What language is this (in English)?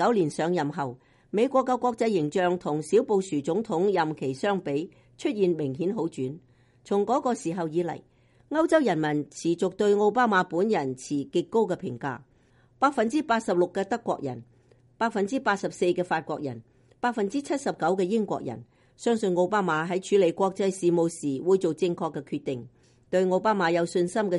Cantonese